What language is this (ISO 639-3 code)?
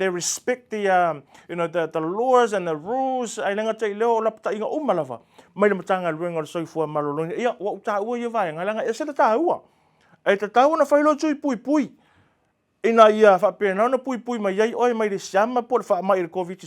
smo